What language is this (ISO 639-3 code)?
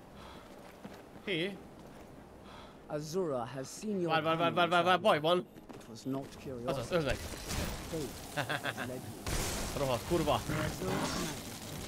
hun